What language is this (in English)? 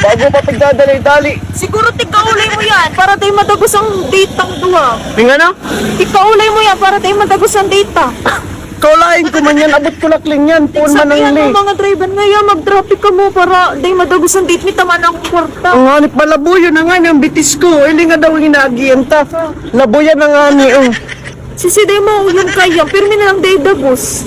Bikol